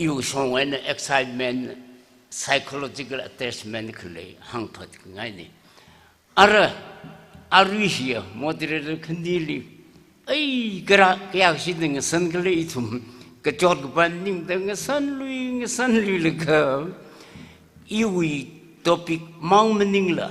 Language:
Tangkhul Naga (India)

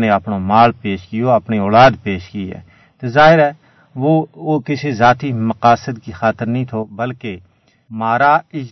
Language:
Gujari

